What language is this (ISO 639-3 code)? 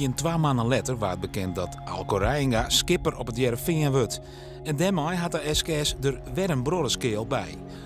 fry